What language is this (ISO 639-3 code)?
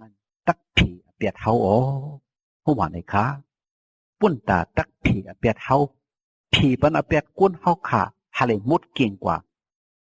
shn